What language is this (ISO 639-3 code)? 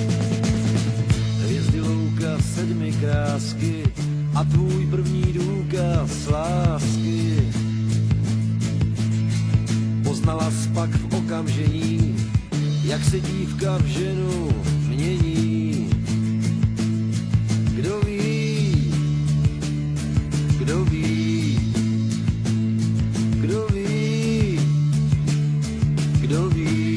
ces